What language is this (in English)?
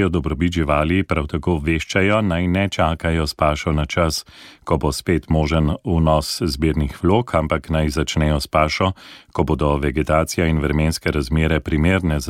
Slovenian